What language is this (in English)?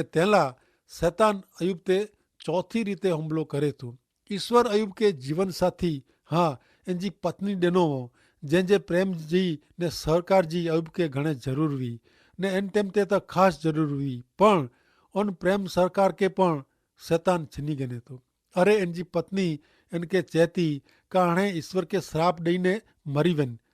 Kachhi